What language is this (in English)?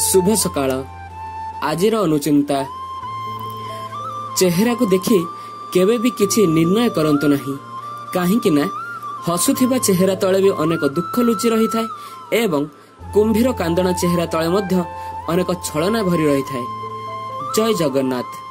Odia